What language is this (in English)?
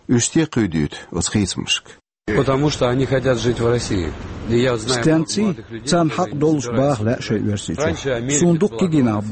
Chechen